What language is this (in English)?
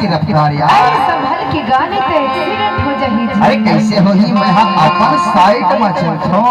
Chhattisgarhi